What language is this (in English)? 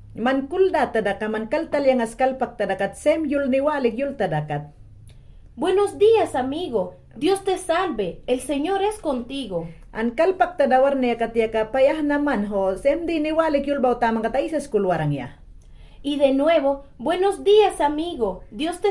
Mayangna